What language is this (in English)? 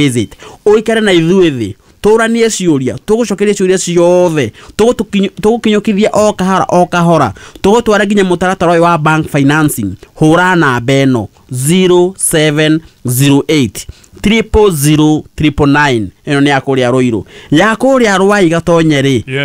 Kikuyu